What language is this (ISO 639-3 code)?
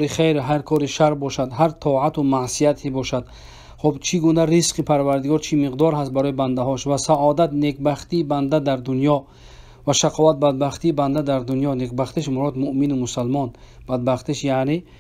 fas